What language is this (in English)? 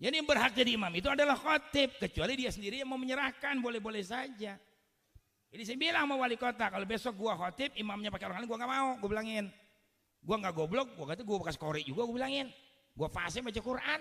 Betawi